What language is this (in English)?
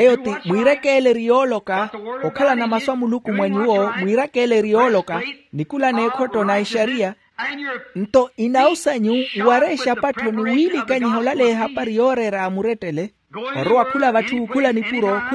Makhuwa